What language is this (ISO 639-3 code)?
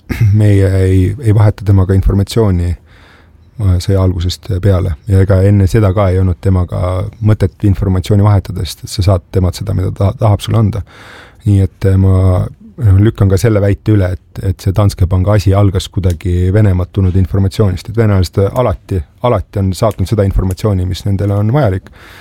est